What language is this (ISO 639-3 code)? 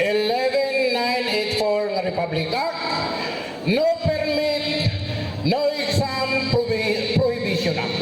ceb